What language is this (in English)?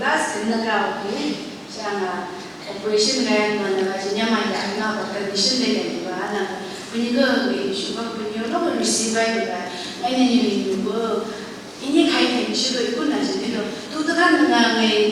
Phom Naga